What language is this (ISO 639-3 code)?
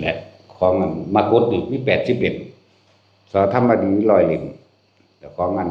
tts